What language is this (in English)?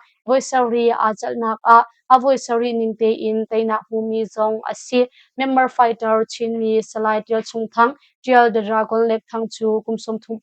Hakha Chin